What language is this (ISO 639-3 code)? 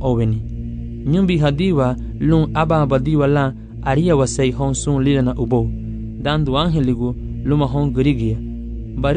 cab